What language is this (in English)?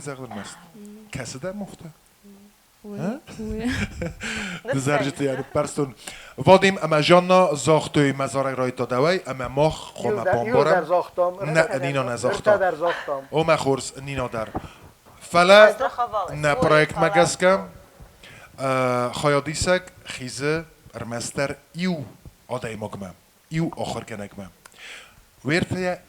Ossetic